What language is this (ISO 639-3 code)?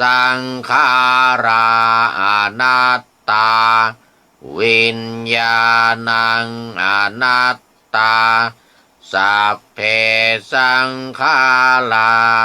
pli